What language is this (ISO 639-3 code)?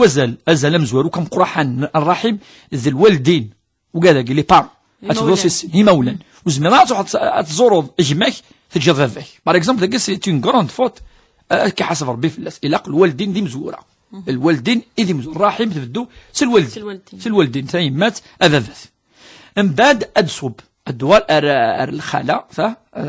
kab